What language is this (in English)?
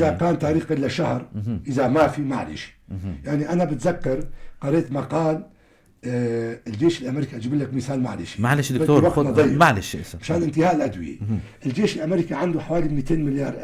North Levantine Arabic